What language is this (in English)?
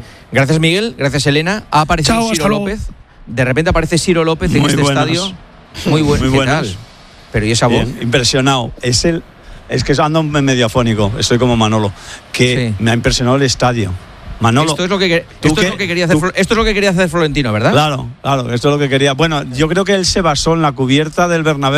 Spanish